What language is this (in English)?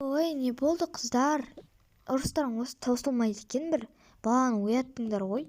Kazakh